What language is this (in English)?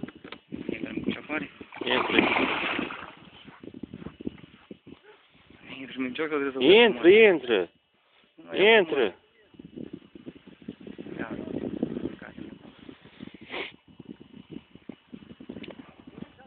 Romanian